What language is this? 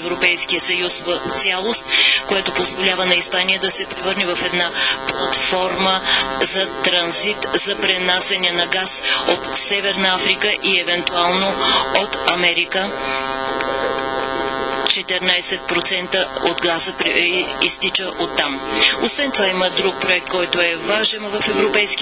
Bulgarian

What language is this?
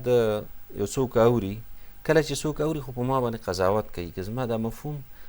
Pashto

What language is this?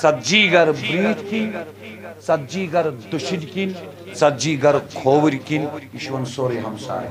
Kashmiri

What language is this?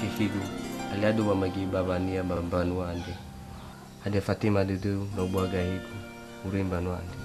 Nias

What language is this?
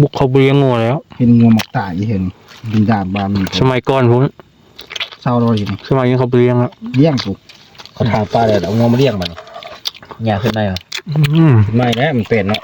Northeastern Thai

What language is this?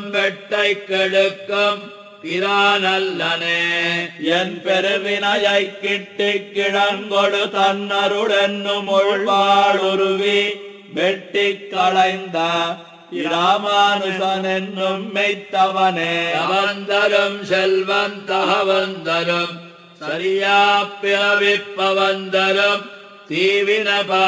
Tamil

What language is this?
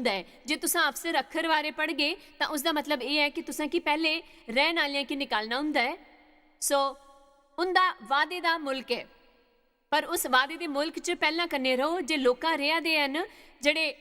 Dogri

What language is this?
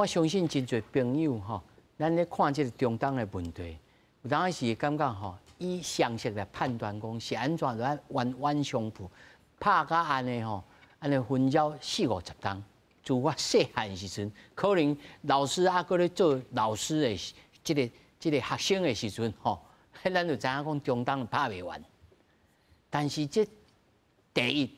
Min Nan Chinese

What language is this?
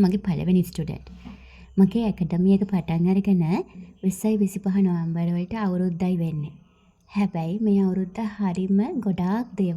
Sinhala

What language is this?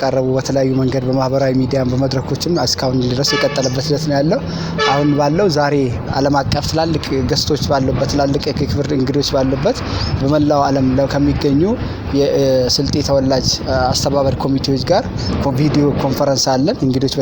Amharic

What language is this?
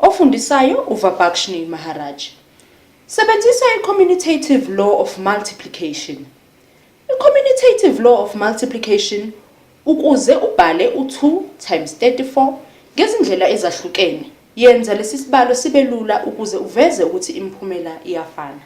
Zulu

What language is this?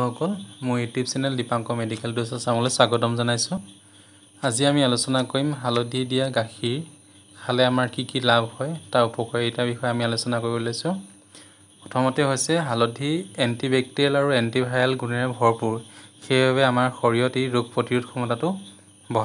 Assamese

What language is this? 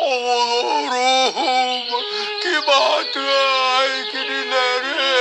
Yakut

